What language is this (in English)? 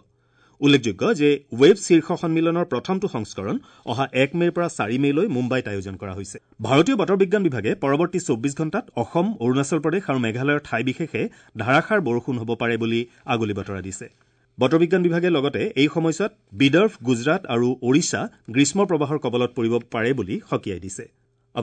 Assamese